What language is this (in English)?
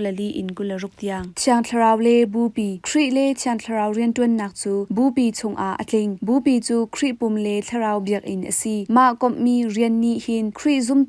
Hakha Chin